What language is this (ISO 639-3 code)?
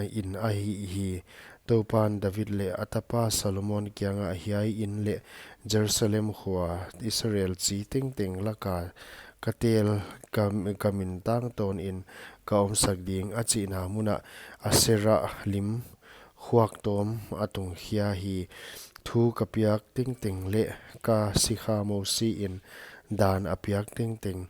pck